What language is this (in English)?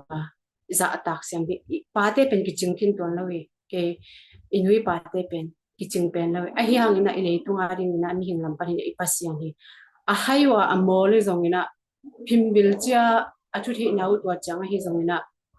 Tedim Chin